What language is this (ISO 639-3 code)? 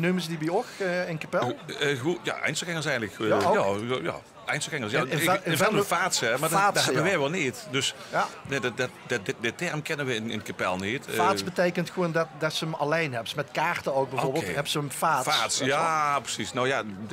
lim